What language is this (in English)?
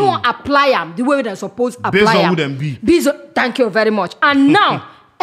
Nigerian Pidgin